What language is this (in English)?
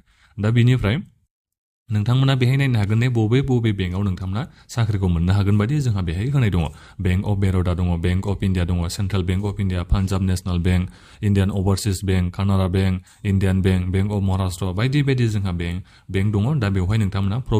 Bodo